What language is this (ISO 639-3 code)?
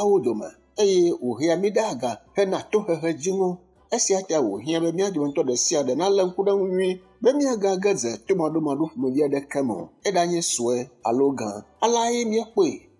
ewe